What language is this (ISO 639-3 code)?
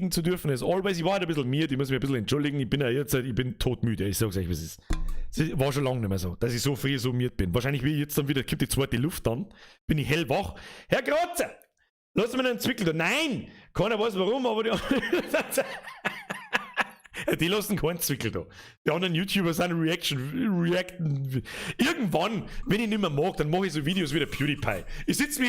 bar